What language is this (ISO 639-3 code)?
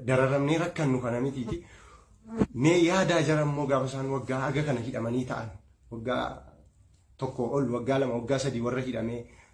orm